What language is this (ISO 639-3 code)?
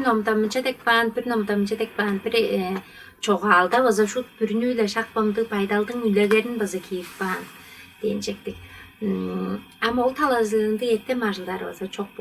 tyv